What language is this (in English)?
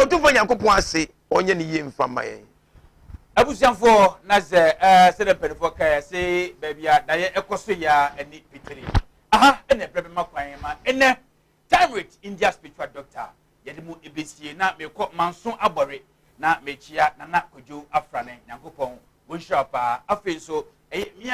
Akan